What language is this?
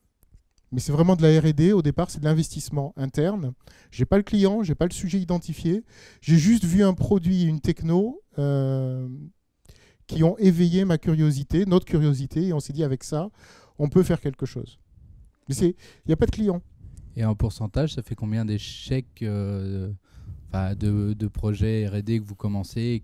French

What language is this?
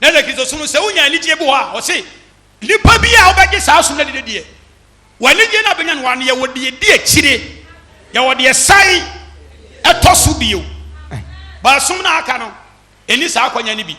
Akan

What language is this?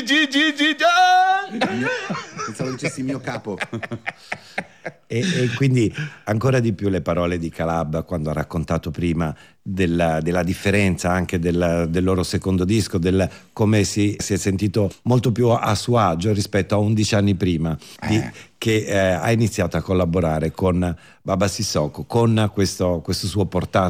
Italian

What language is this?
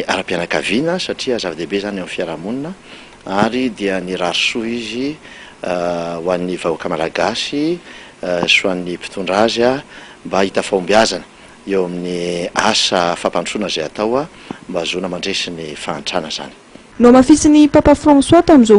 Malagasy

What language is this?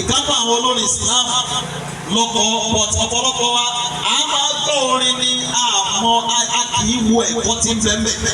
Yoruba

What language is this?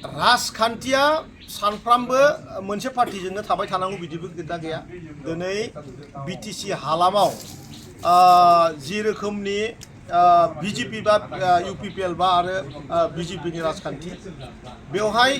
Bodo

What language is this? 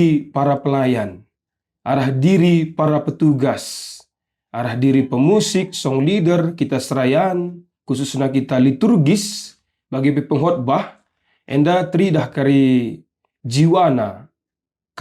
Batak Karo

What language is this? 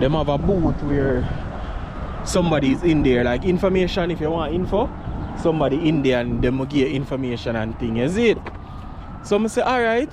Jamaican Creole English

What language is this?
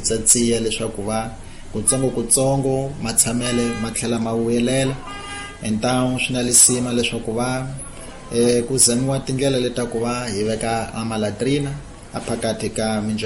Tsonga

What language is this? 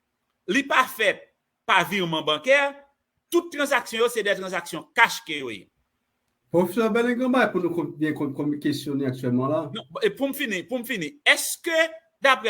Haitian Creole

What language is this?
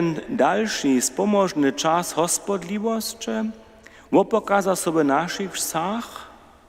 Upper Sorbian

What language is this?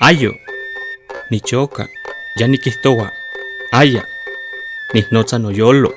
Classical Nahuatl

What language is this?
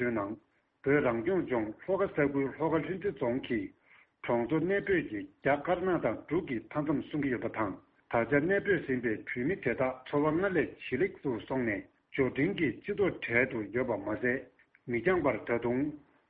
Tibetan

